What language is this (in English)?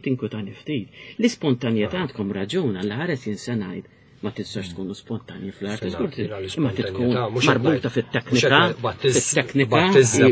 Maltese